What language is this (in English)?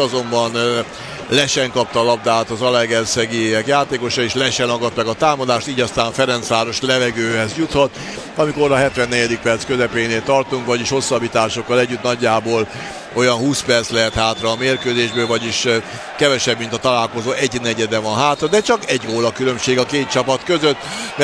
Hungarian